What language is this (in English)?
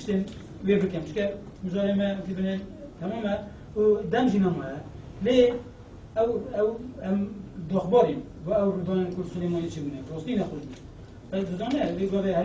Kurdish